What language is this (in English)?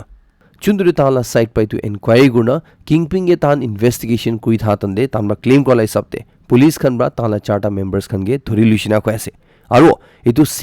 Naga Pidgin